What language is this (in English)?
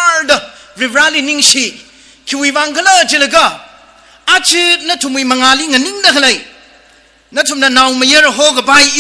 Tangkhul Naga (India)